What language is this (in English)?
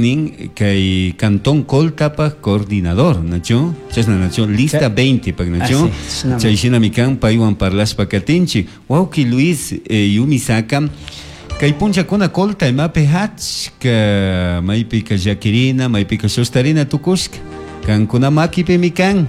Chimborazo Highland Quichua